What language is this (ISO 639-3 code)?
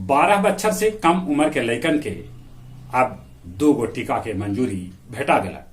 mag